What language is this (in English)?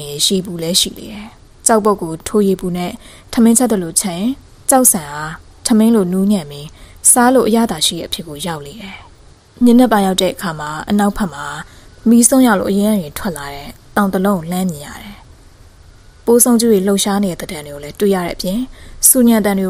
Burmese